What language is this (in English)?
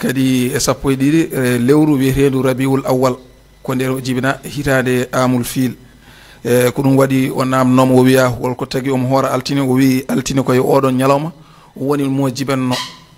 Fula